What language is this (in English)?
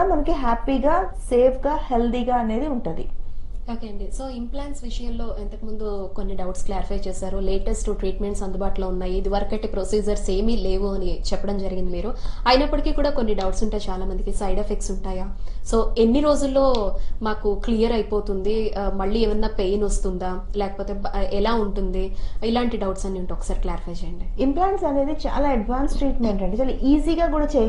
Telugu